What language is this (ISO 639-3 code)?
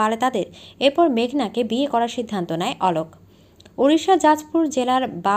ben